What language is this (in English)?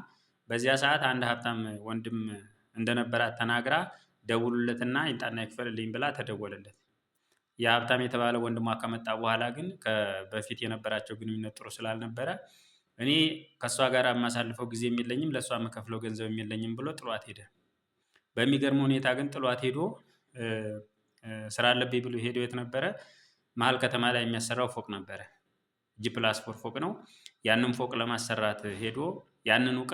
Amharic